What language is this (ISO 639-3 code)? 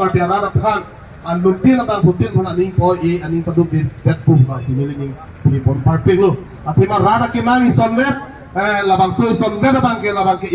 mjw